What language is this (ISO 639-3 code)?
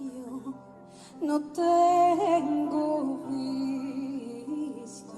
lad